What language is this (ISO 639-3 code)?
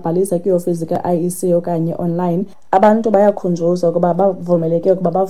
xho